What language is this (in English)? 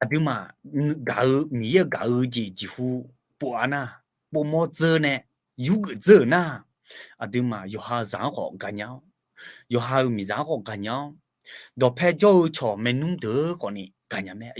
Akha